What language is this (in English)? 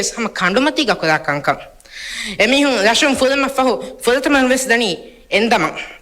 Divehi